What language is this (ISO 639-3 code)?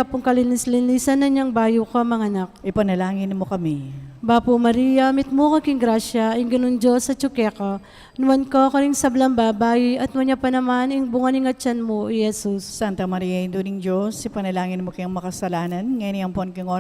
pam